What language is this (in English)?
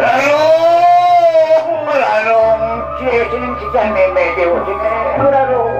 Balinese